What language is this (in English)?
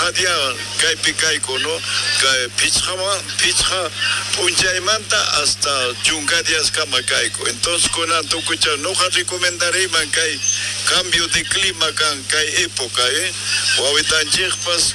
South Bolivian Quechua